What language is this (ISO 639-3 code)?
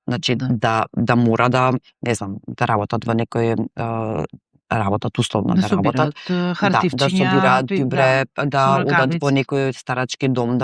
mkd